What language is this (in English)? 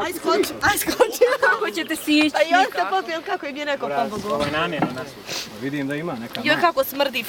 Bosnian